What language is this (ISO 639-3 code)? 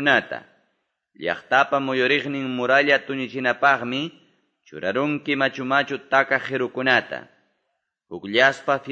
que